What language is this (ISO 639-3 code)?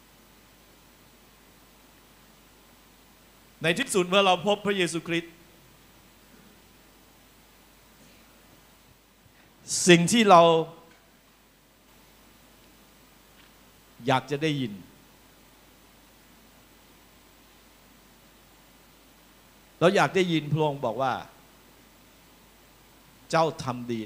tha